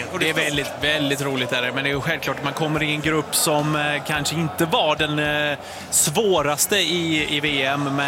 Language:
Swedish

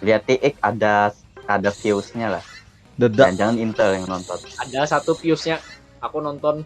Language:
Banjar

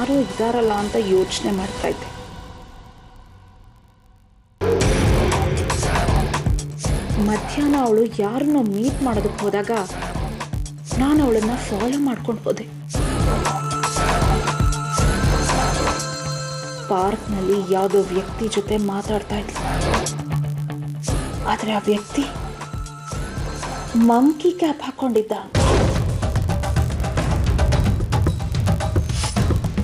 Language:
Kannada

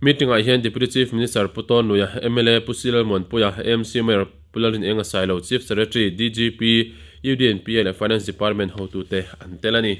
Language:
Mizo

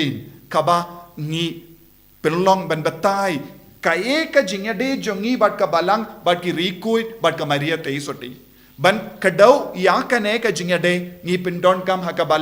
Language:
Khasi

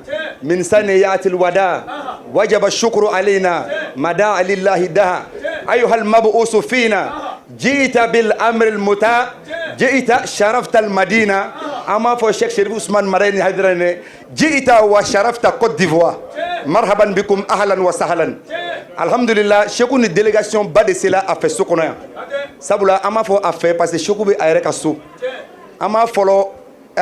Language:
Bambara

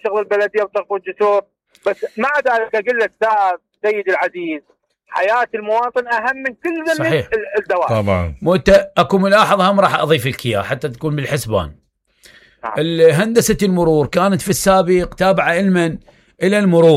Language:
Mesopotamian Arabic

